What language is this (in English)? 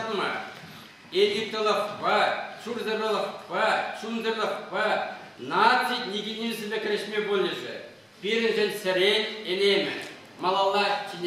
Chuvash